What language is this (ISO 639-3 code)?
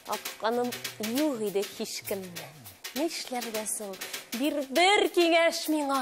tat